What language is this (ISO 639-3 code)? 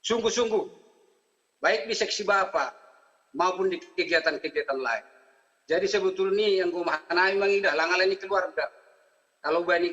bts